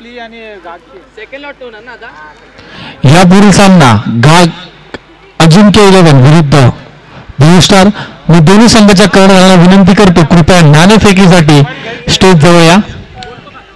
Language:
Marathi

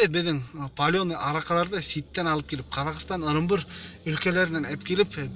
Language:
Bashkir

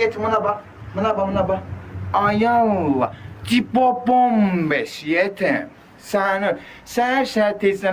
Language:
Azerbaijani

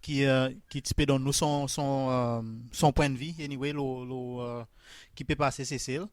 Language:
Seselwa Creole French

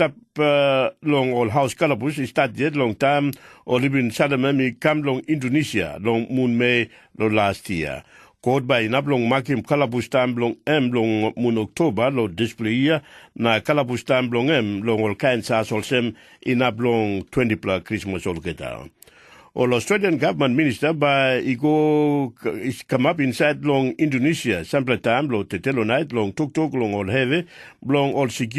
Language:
Tok Pisin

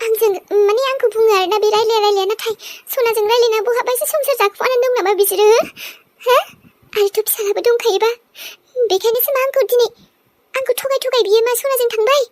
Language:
Bodo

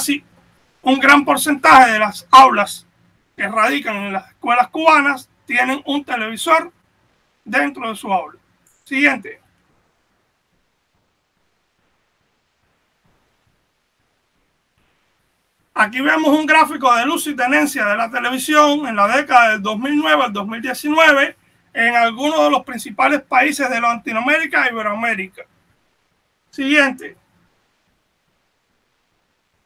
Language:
Spanish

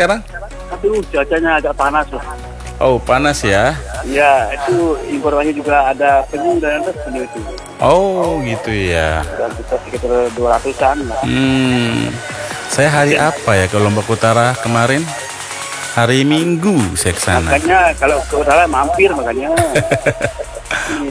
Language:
Indonesian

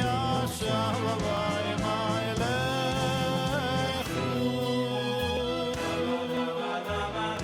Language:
Yiddish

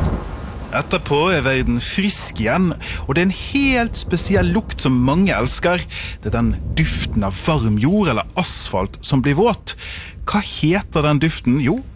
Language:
Norwegian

